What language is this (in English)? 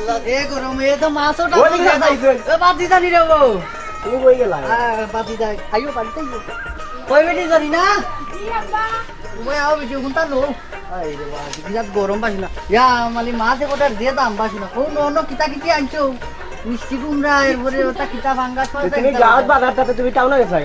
Sylheti